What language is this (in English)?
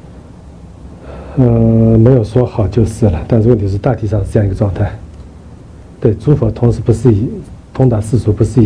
Chinese